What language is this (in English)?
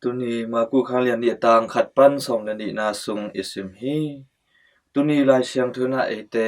Tedim Chin